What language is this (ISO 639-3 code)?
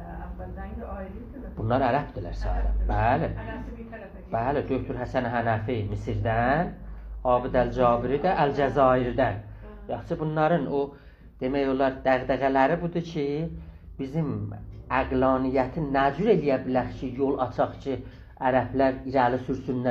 azb